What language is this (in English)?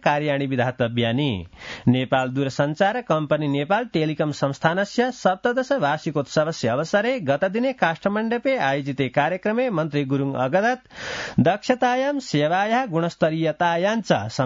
Sanskrit